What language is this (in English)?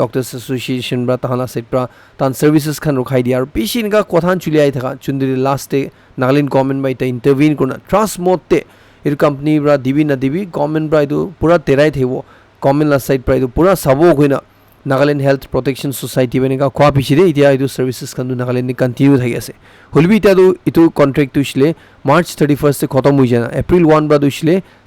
Naga Pidgin